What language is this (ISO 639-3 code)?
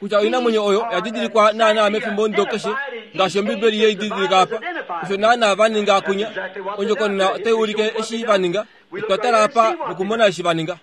kua